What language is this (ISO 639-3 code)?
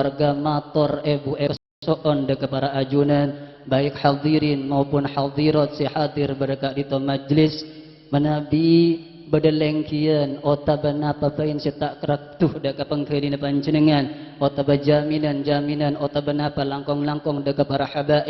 mad